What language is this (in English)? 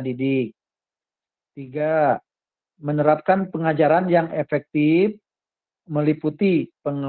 Indonesian